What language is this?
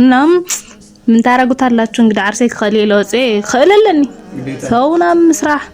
Tigrinya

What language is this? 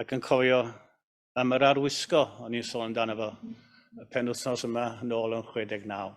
Welsh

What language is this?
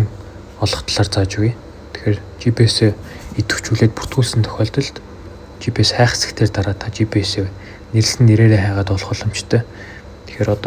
Mongolian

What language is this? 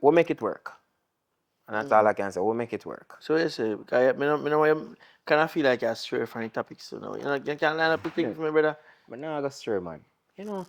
Jamaican Creole English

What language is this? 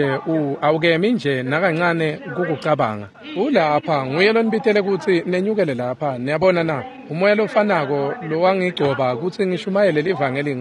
Swati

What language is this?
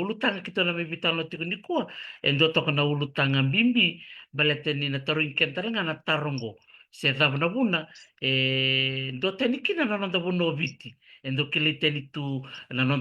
Fijian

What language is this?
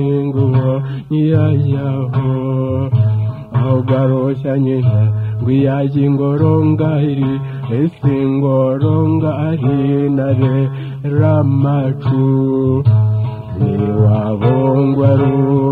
Kinyarwanda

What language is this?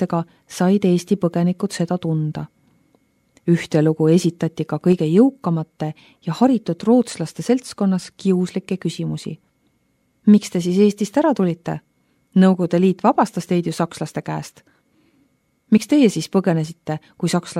Estonian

